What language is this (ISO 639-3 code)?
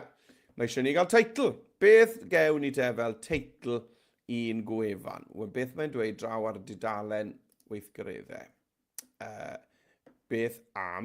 cym